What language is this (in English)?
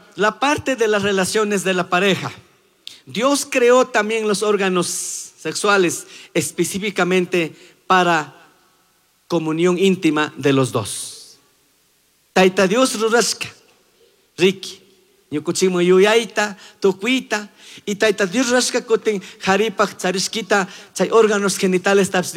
Chimborazo Highland Quichua